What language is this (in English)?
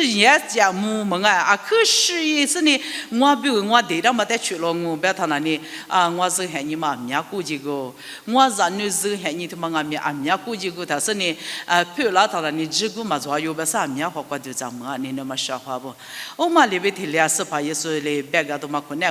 Lisu